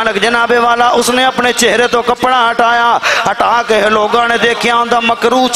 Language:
Urdu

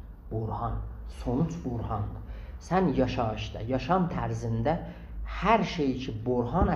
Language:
South Azerbaijani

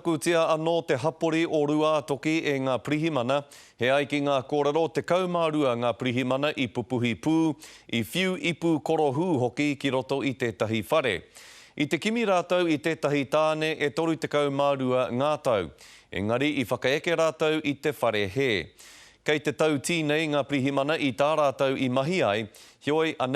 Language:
Māori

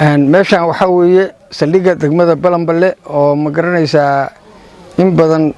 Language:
Somali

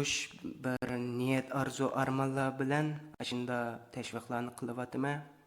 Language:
Uyghur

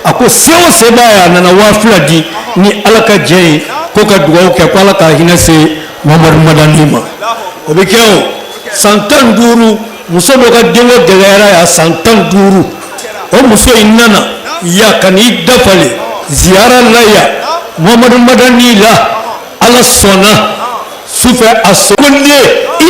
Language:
Bambara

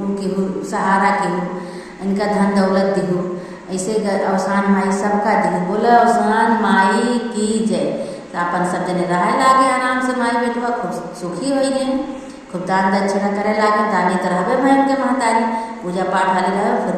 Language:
Awadhi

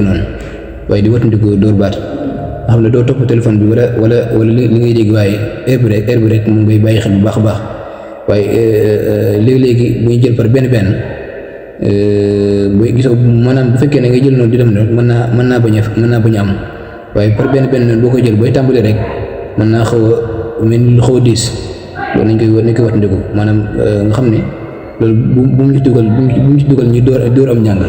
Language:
Wolof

